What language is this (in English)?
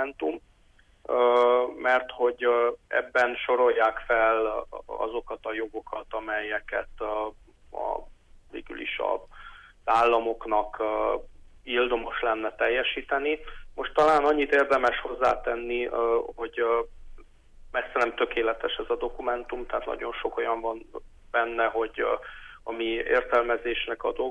Hungarian